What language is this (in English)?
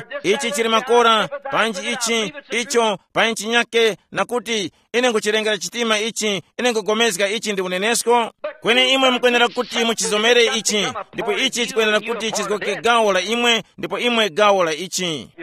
Tumbuka